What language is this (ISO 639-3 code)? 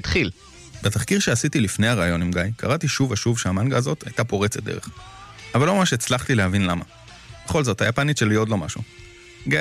heb